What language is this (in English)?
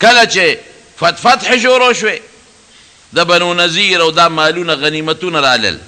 Pashto